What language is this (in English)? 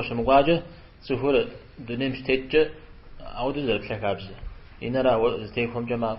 Kabardian